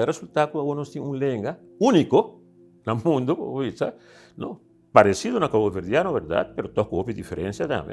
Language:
Papiamento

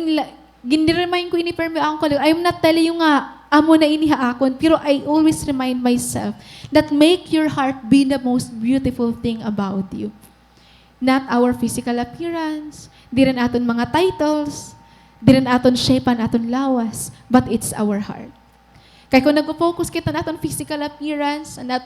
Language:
Waray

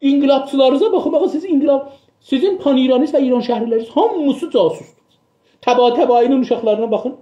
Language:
South Azerbaijani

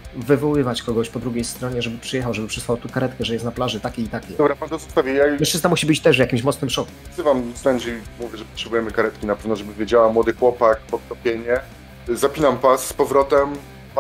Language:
Polish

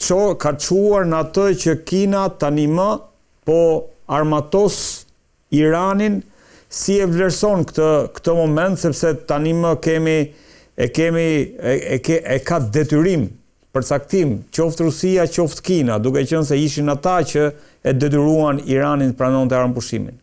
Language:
Albanian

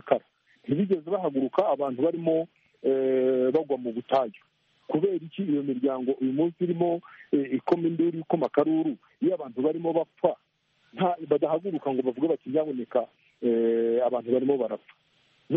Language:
Kinyarwanda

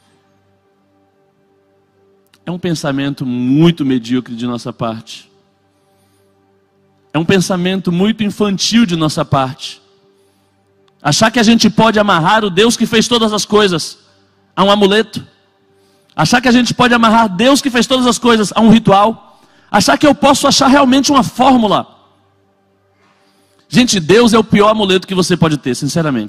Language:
Portuguese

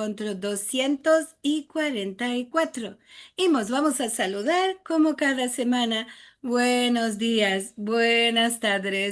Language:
Ladino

